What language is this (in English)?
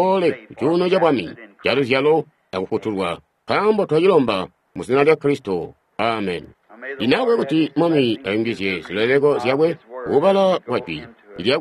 Tonga (Zambia)